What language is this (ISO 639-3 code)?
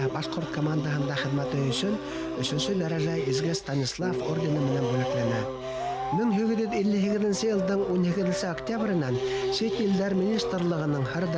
bak